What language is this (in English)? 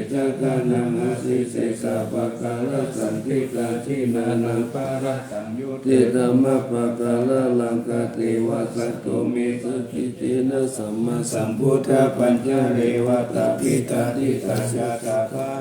Pali